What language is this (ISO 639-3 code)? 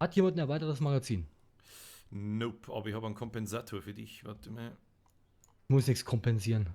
bar